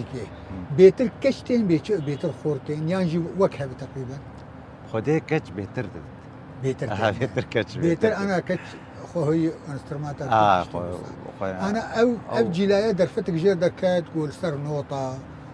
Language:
Kurdish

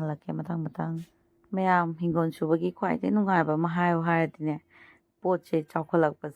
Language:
Manipuri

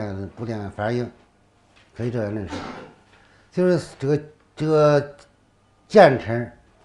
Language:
Chinese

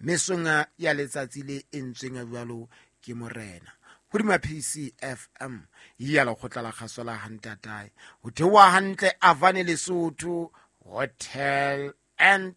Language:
Southern Sotho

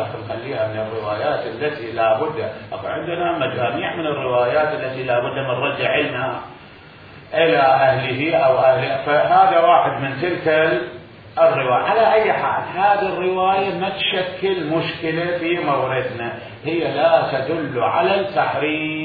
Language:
Mesopotamian Arabic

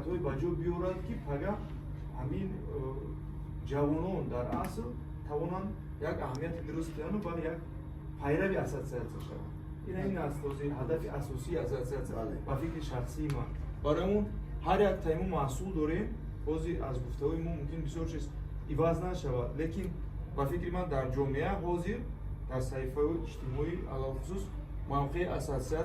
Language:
Tajik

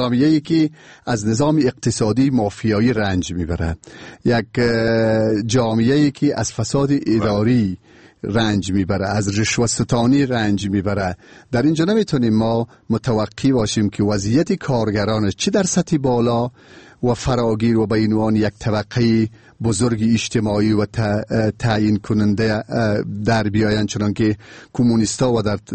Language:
Persian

